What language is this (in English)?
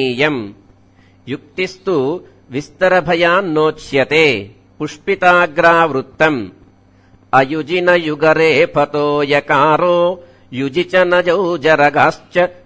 Sanskrit